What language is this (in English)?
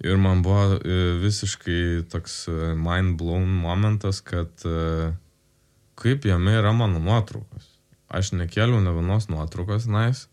Lithuanian